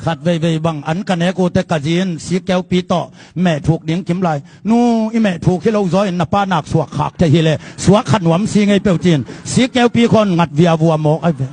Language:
Tedim Chin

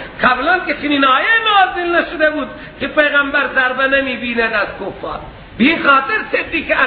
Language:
Persian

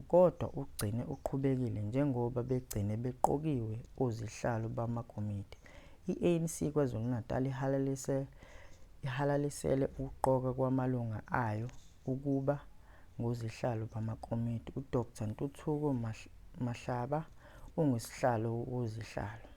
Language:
Zulu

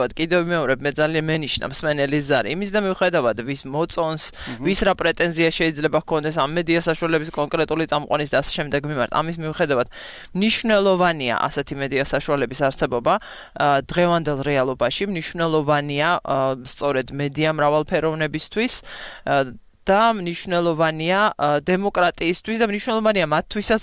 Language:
Georgian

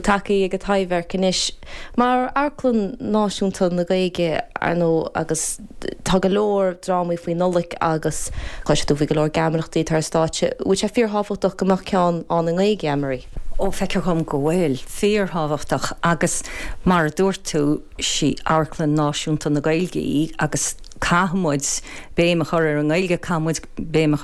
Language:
Irish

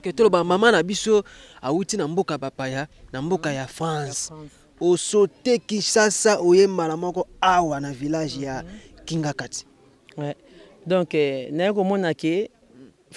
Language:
Lingala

